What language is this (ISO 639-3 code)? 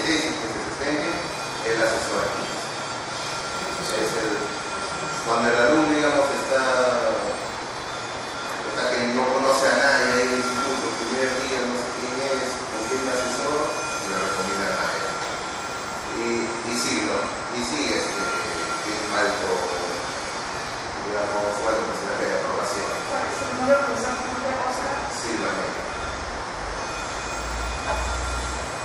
spa